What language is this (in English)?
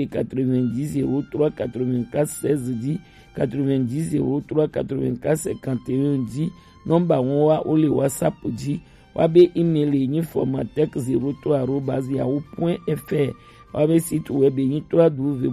Gen